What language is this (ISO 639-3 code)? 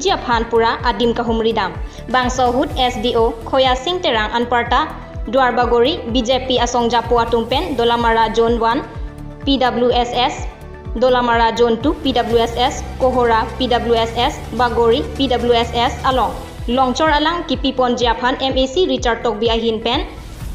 mjw